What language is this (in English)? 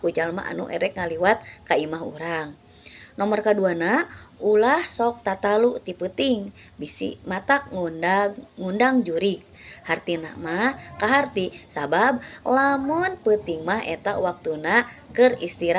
Sundanese